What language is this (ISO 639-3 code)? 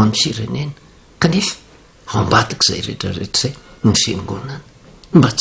mlg